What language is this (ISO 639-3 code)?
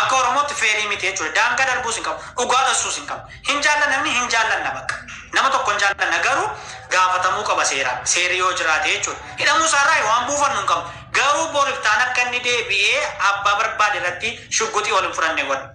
orm